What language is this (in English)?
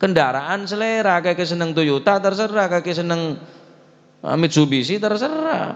Madurese